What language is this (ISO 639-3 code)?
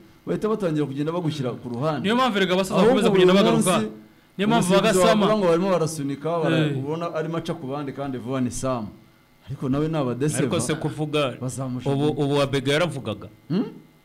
kin